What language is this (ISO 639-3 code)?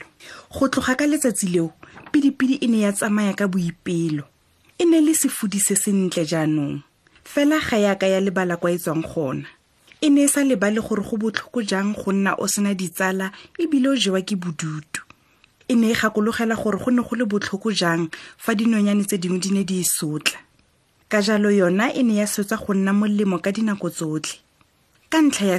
tsn